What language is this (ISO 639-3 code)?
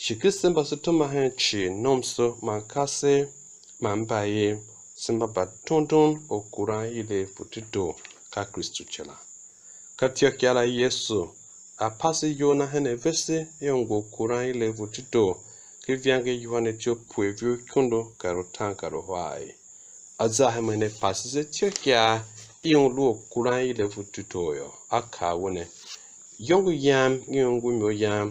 tiv